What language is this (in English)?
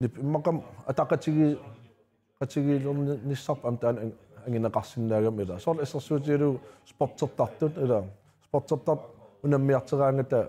Kalaallisut